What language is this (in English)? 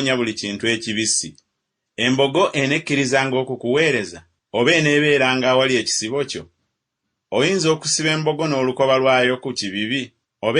Ganda